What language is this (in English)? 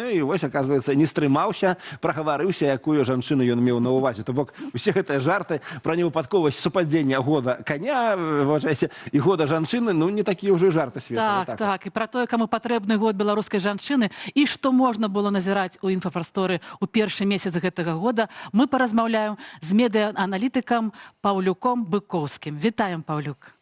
Belarusian